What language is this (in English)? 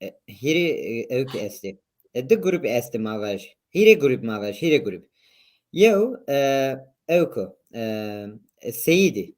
Zaza